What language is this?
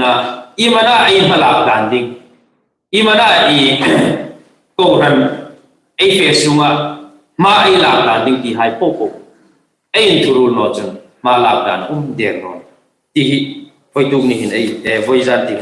Hmar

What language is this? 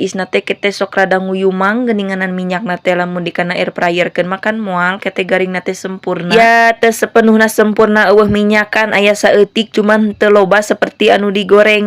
Sundanese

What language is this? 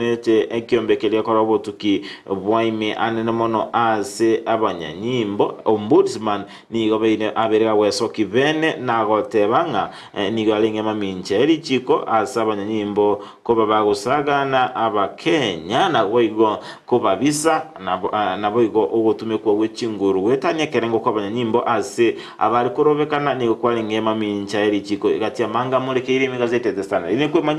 Gusii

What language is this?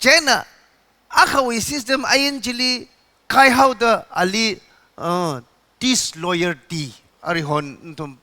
Tangkhul Naga (India)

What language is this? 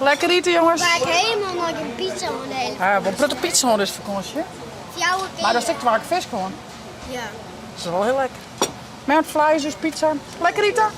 Western Frisian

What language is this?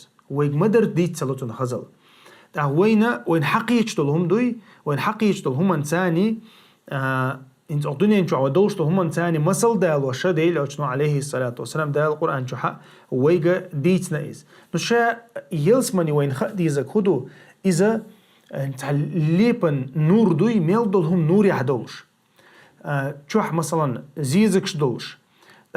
Chechen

